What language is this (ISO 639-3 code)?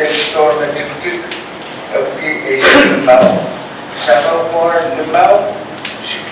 pon